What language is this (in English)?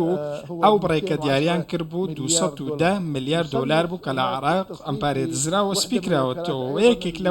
Central Kurdish